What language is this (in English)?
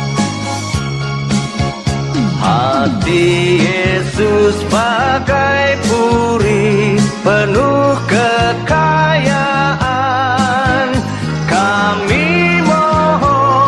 Indonesian